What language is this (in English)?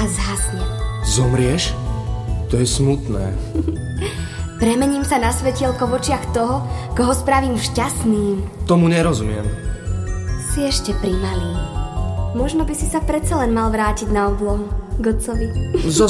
Slovak